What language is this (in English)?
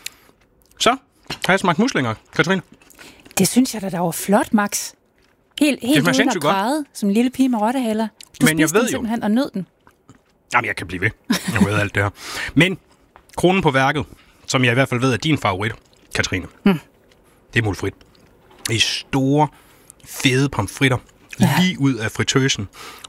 Danish